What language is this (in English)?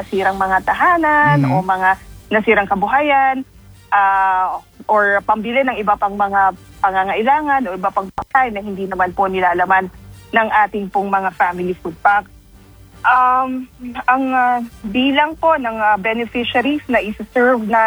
Filipino